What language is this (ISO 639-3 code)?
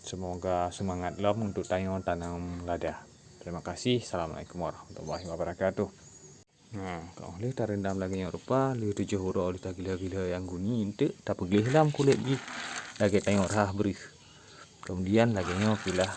ace